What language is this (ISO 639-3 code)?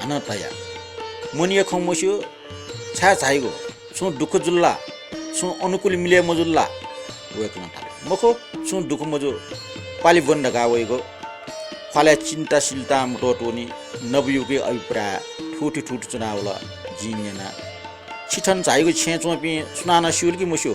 new